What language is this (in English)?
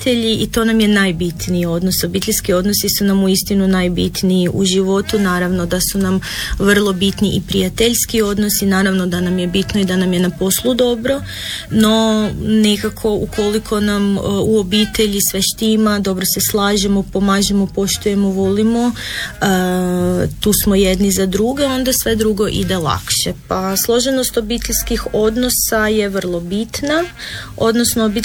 Croatian